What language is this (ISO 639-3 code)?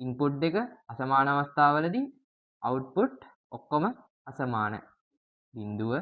sin